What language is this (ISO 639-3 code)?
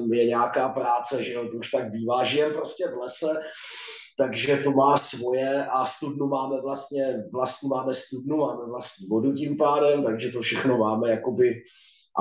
ces